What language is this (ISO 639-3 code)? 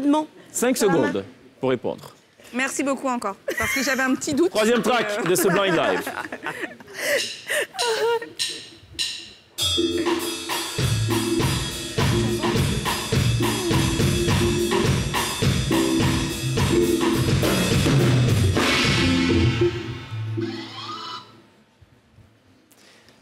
fra